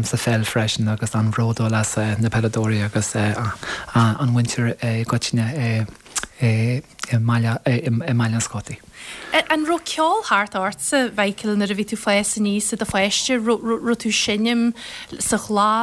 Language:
Irish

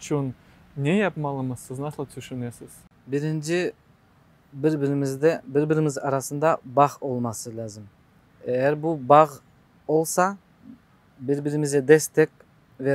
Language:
Crimean Tatar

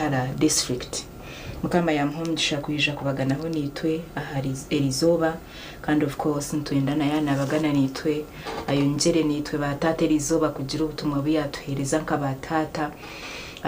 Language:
Nyankole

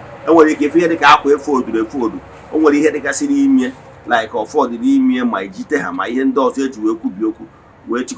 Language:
Igbo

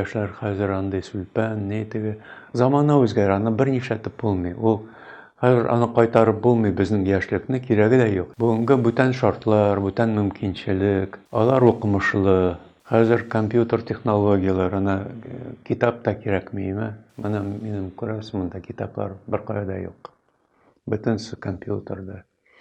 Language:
Tatar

